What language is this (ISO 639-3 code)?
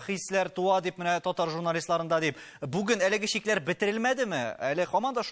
tat